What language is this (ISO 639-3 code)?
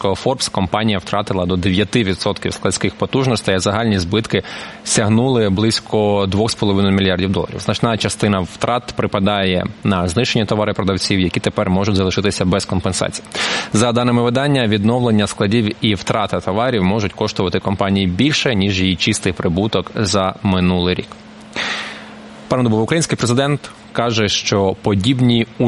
ukr